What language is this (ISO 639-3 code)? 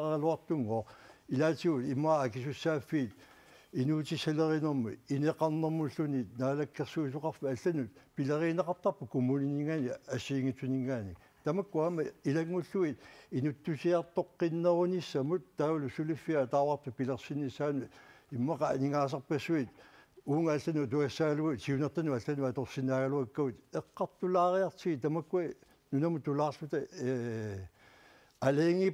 kal